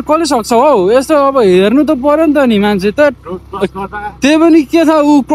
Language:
Nepali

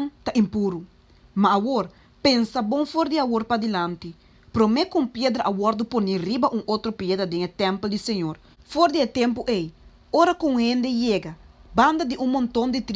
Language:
Papiamento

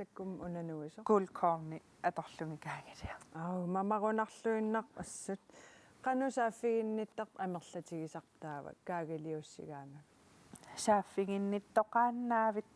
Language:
Kalaallisut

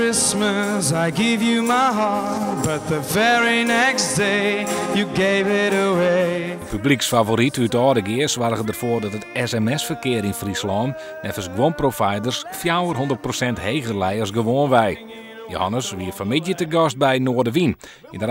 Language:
Western Frisian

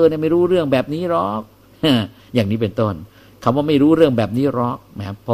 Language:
Thai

